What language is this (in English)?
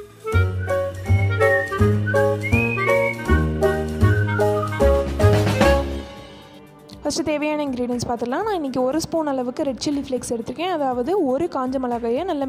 Tamil